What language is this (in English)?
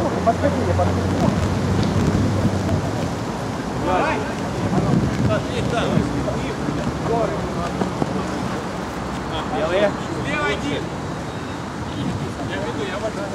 Russian